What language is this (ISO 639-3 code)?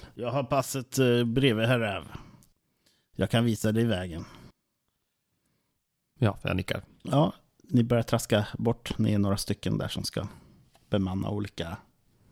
swe